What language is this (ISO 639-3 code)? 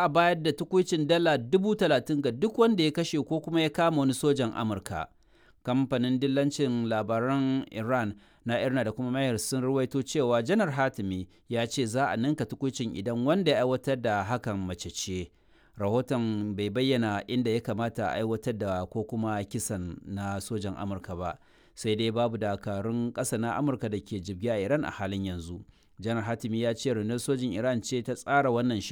hau